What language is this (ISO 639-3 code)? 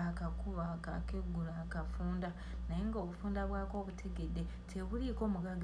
lug